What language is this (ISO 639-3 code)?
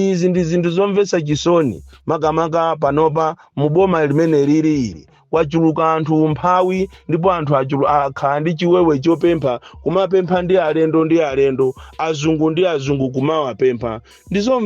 nya